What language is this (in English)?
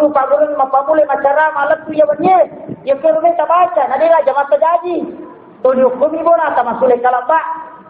Buginese